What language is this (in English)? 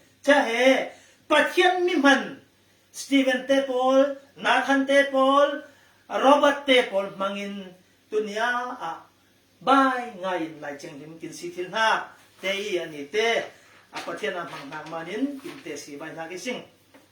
Falam Chin